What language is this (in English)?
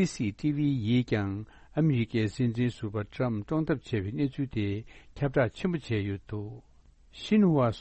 Tibetan